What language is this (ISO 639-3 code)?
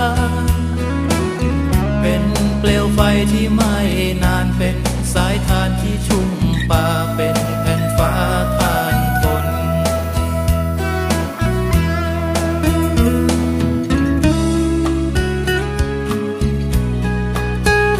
tha